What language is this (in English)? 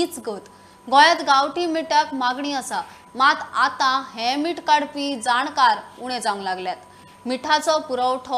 Konkani